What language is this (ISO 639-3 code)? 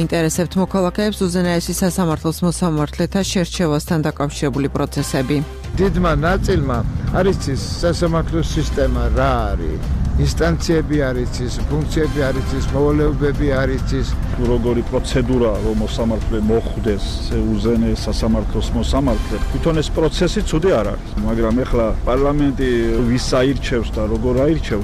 kat